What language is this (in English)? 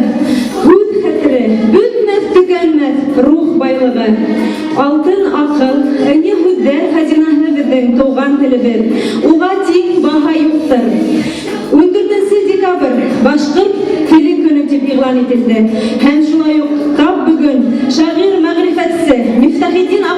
Bashkir